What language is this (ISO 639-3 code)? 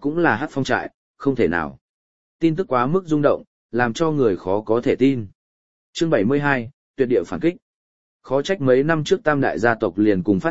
vie